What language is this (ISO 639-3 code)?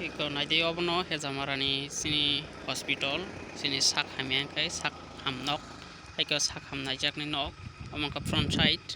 trp